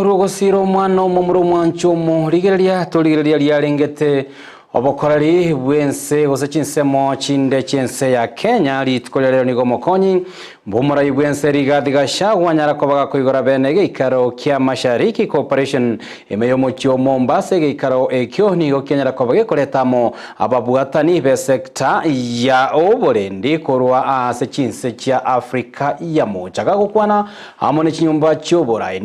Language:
Gusii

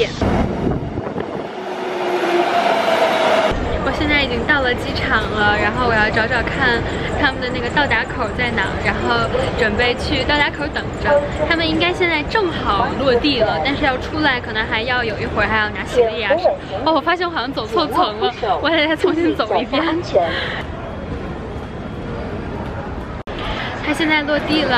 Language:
Chinese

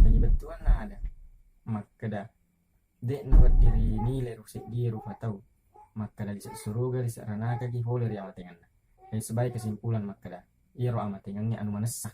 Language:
Buginese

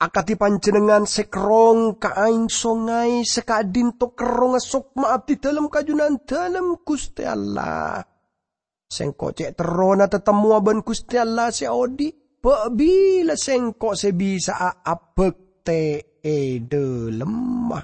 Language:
Madurese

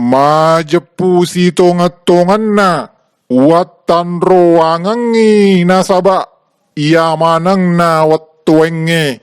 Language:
Buginese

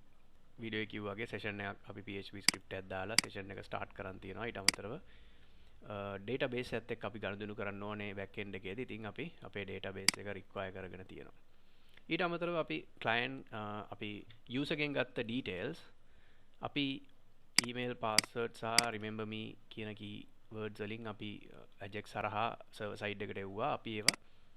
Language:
Sinhala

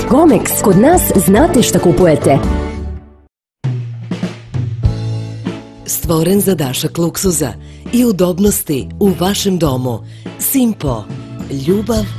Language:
Serbian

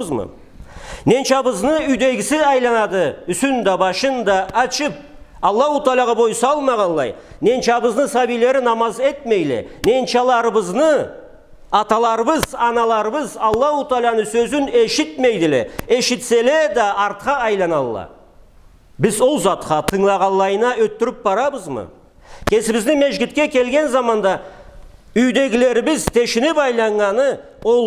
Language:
Karachay-Balkar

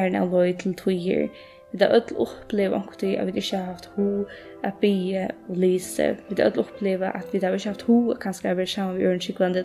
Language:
Faroese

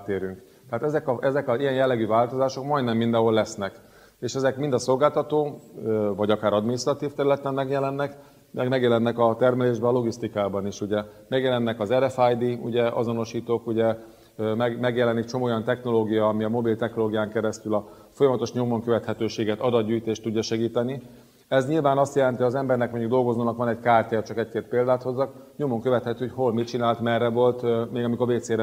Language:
Hungarian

